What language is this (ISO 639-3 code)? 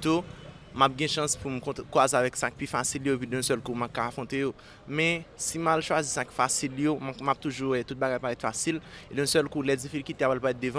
hat